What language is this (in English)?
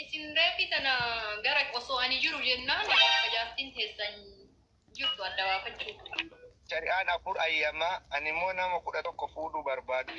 Oromo